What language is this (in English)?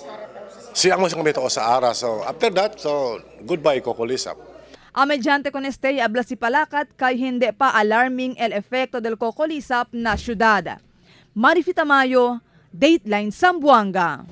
Chavacano